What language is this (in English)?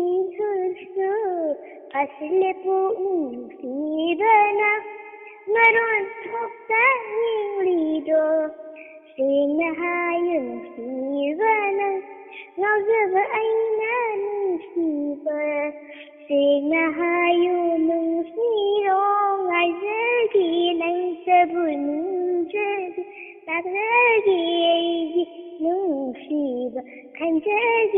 Manipuri